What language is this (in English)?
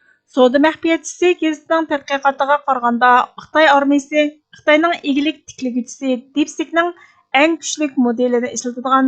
Uyghur